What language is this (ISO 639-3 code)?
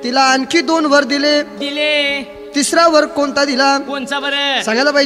mar